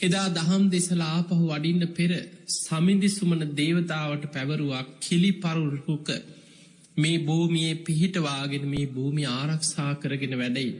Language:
Sinhala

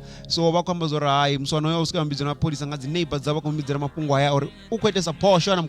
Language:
Venda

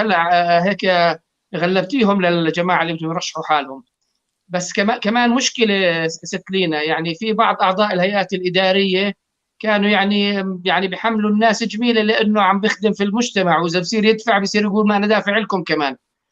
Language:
North Levantine Arabic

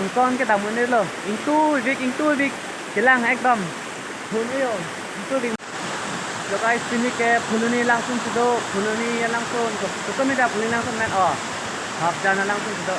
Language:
Karbi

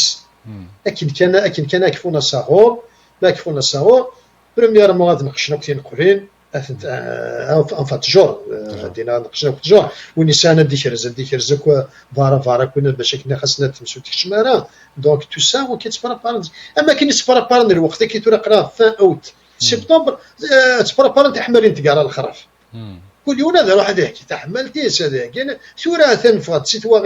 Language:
Kabyle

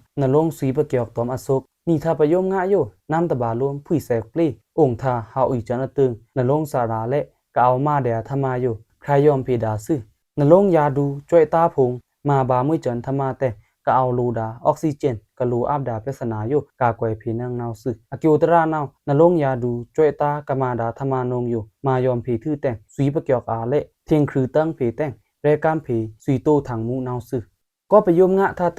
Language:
Pa'o Karen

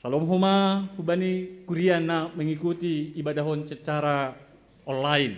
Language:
Batak Simalungun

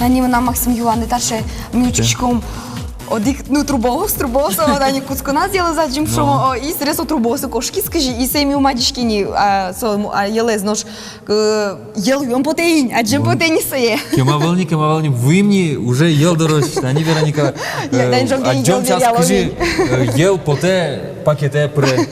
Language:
Udmurt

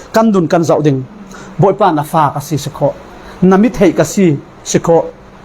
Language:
Falam Chin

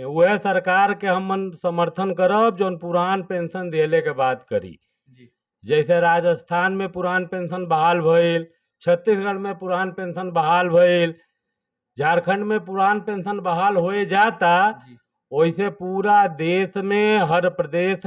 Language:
Bhojpuri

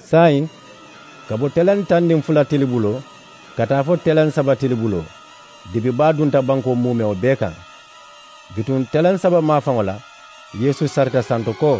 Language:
Mandingo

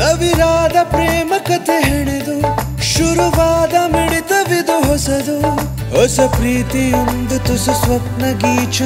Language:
Kannada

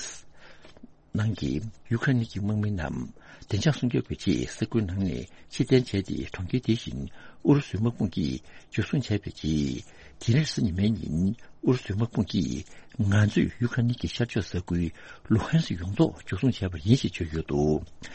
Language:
Tibetan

